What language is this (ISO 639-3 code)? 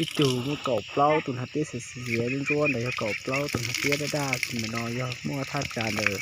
hmn